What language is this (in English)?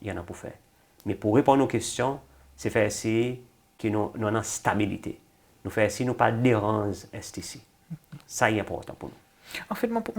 Seselwa Creole French